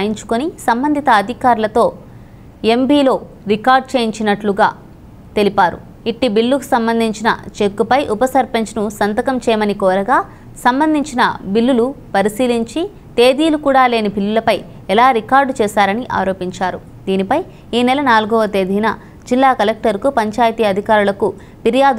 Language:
Telugu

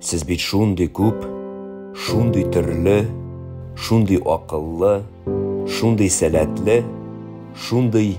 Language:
Tatar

